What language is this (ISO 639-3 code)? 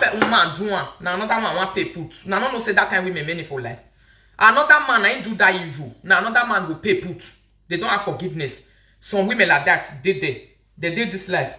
pcm